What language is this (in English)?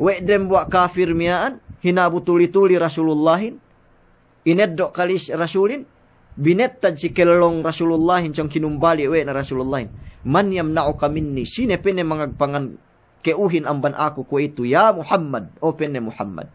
Yakan